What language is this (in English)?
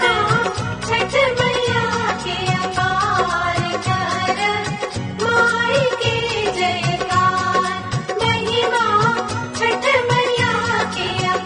Bhojpuri